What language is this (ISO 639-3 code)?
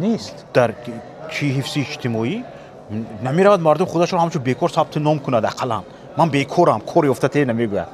tgk